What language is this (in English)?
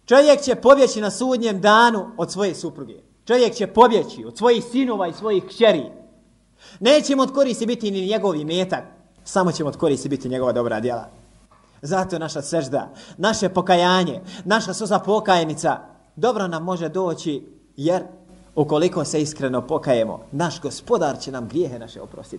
Bosnian